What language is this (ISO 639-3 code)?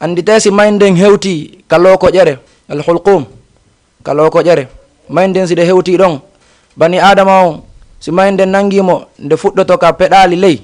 ful